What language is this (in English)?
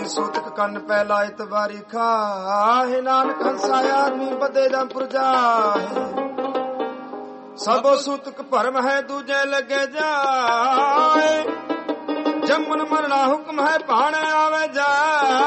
Punjabi